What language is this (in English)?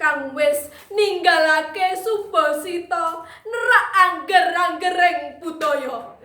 Javanese